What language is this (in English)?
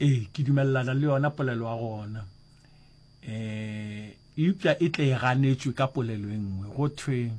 Northern Sotho